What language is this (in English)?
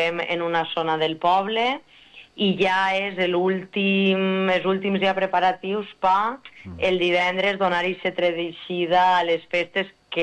Catalan